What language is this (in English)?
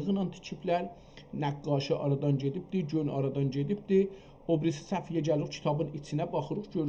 South Azerbaijani